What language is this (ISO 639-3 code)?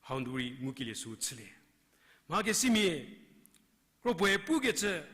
njm